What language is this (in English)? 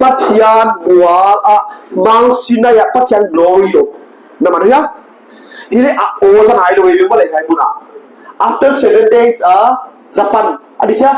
Paite Chin